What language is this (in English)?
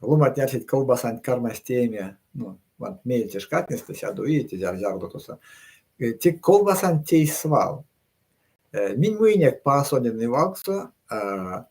Erzya